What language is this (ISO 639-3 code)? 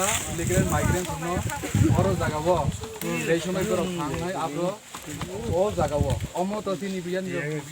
ria